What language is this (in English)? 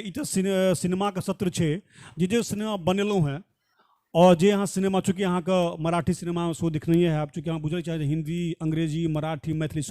Maithili